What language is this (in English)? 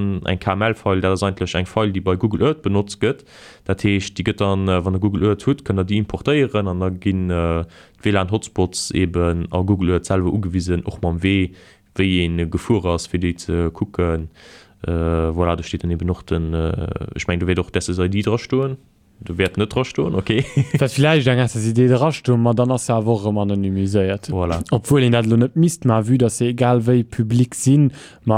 Luxembourgish